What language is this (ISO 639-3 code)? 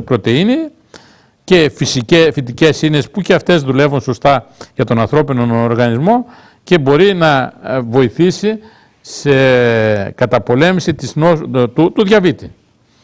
ell